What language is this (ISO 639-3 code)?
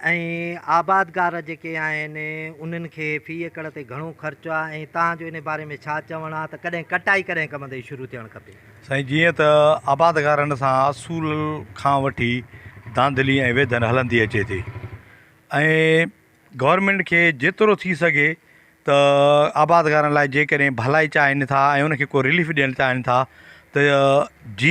snd